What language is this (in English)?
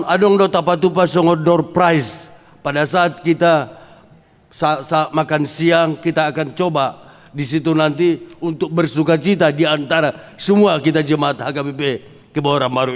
Batak Toba